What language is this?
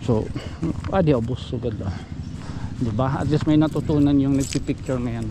Waray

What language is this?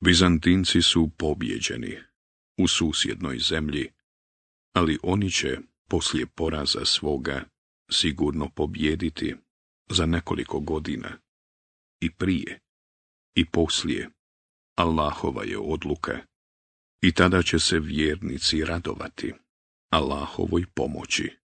Bosnian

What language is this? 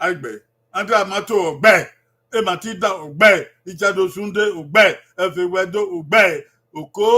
Bini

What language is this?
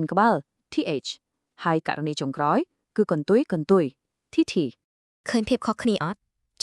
Khmer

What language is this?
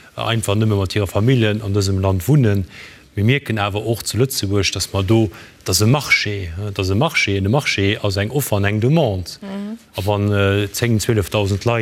Luxembourgish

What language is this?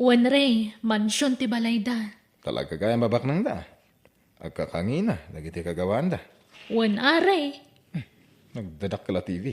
Iloko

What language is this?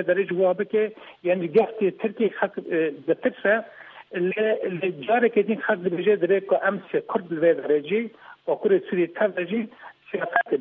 Kurdish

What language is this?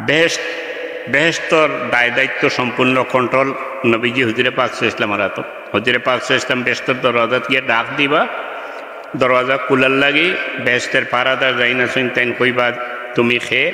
Sylheti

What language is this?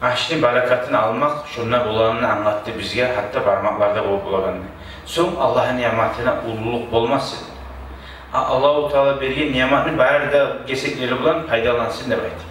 Kumyk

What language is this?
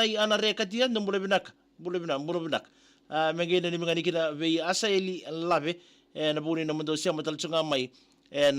Fijian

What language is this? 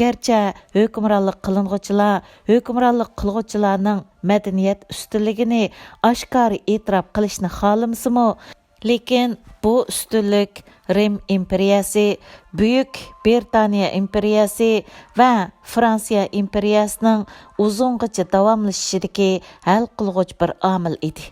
Uyghur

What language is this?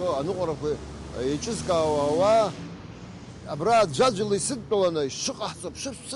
Abkhazian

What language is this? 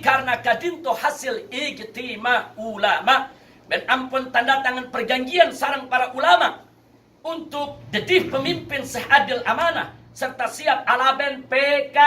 Madurese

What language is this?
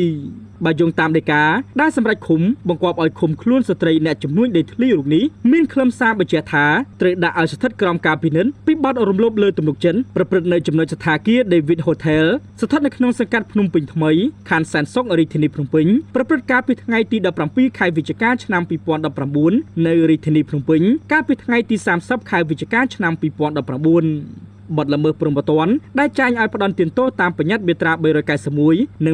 Khmer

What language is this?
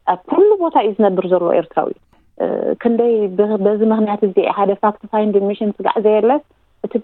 Tigrinya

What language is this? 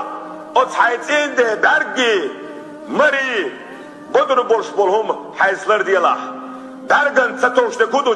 Chechen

